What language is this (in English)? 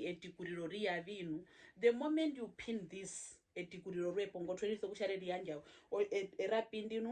Herero